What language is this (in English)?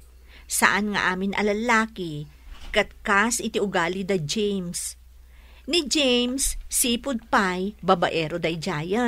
Iloko